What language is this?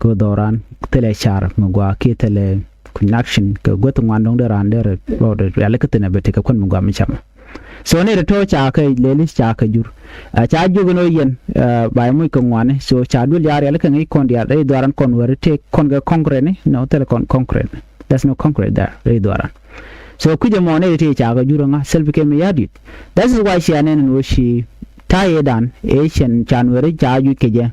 Nuer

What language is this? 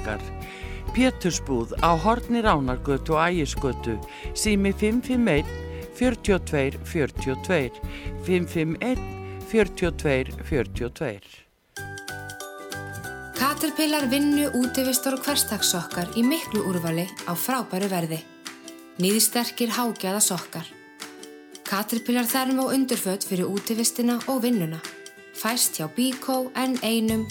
Icelandic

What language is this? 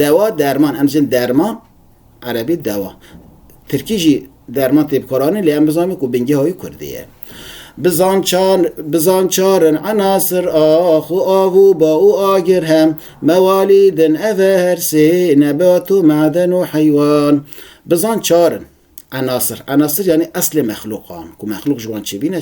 Kurdish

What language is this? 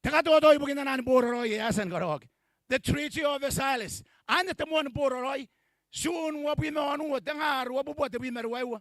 Gilbertese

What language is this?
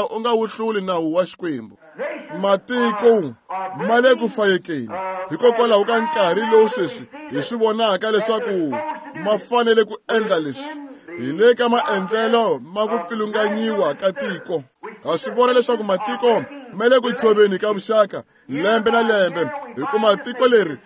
Tsonga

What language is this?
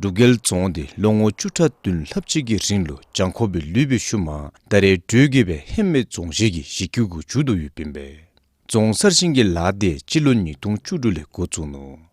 Dzongkha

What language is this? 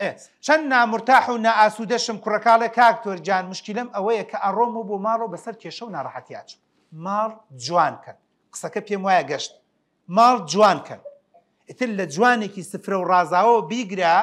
Central Kurdish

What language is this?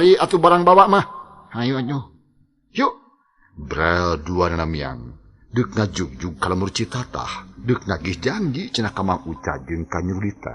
Sundanese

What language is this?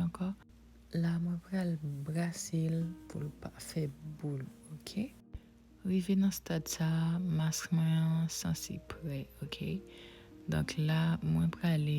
Haitian Creole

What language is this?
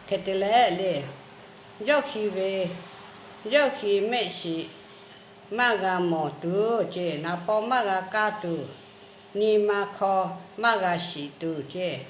Lahu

